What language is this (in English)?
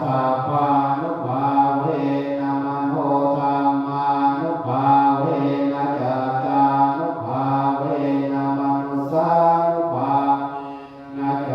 Pali